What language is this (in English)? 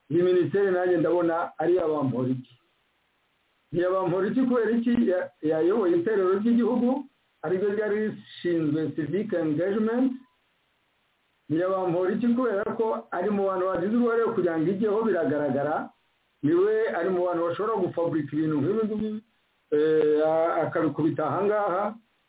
Kinyarwanda